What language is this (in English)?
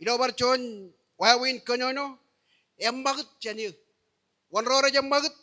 Marshallese